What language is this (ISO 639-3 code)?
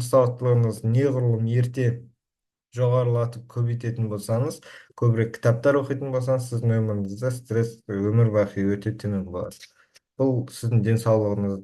kaz